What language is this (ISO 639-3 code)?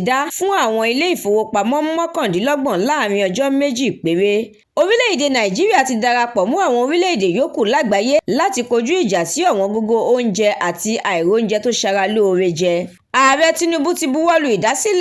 yor